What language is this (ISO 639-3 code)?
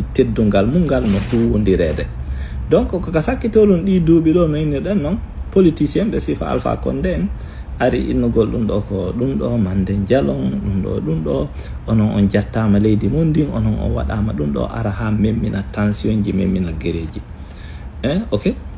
ful